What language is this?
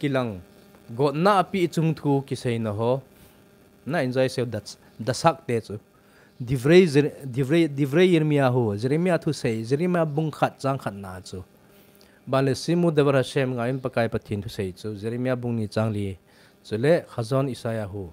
Thado Chin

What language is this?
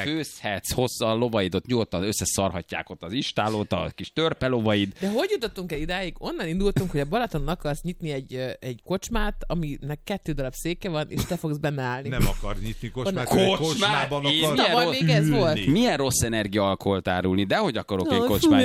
Hungarian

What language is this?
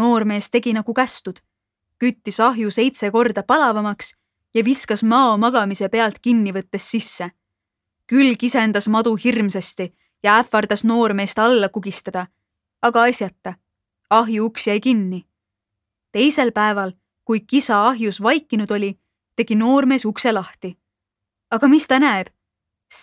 Estonian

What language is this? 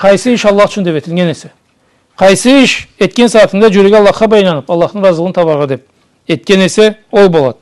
Karachay-Balkar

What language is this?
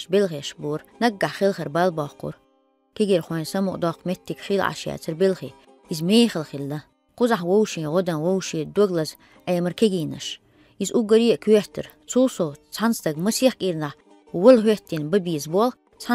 Chechen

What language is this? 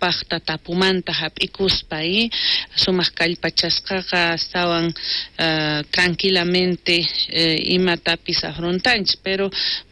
South Bolivian Quechua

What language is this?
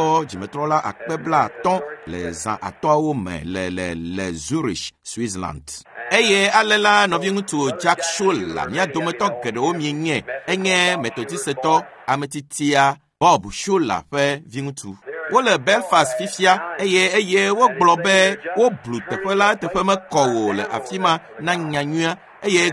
Ewe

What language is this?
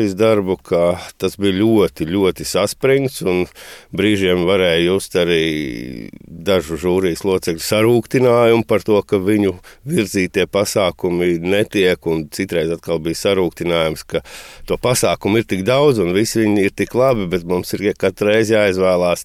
Latvian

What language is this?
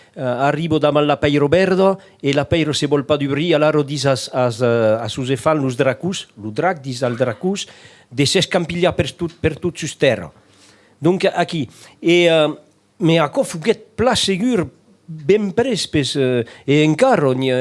Occitan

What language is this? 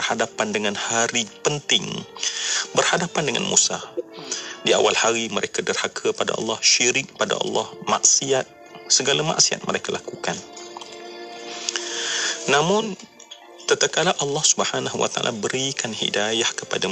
Malay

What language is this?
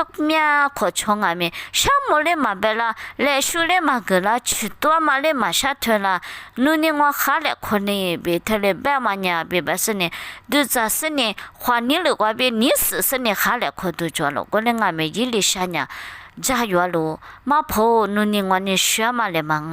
Lisu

